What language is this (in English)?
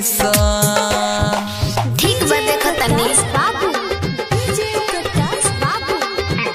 Bhojpuri